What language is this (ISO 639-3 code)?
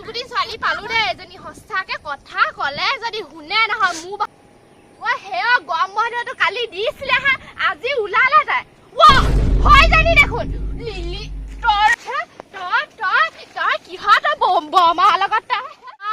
asm